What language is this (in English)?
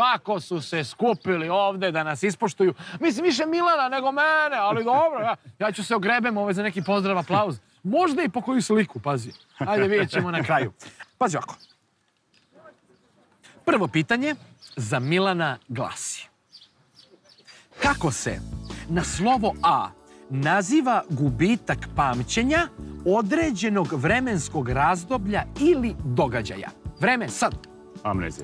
Serbian